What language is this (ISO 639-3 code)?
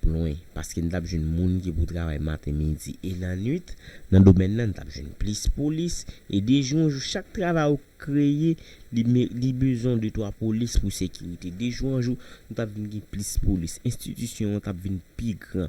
hat